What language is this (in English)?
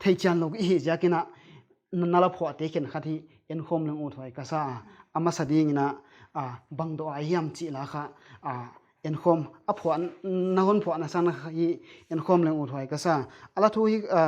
Paite Chin